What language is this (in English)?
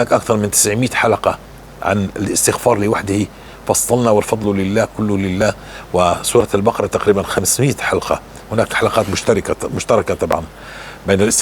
North Levantine Arabic